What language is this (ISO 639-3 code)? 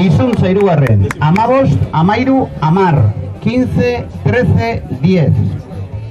eus